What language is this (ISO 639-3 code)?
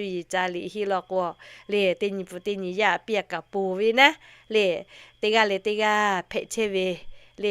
lhu